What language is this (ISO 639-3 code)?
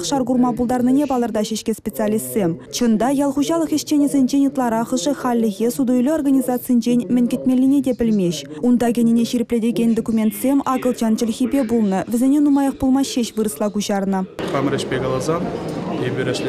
chv